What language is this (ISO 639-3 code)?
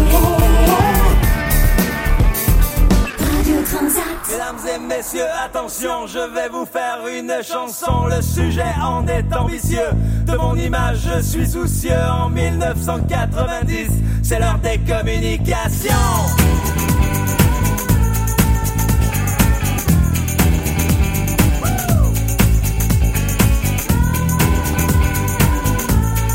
fra